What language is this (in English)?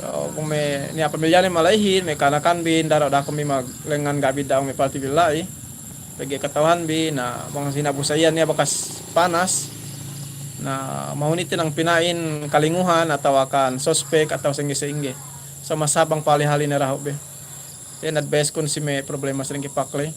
Yakan